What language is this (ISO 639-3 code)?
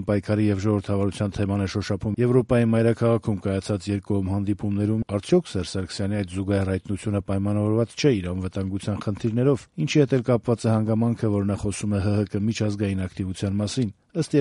hye